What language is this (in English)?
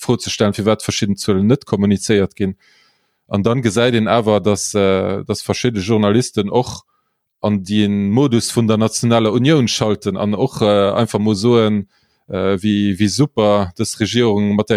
Luxembourgish